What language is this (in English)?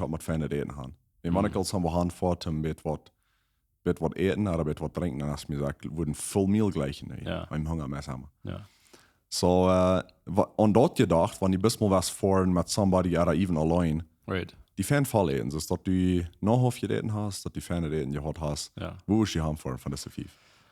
Plautdietsch